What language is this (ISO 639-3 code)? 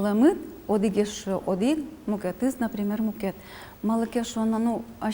udm